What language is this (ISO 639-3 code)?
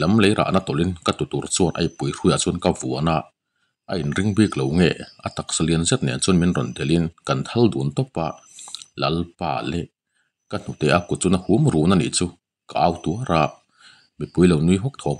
lus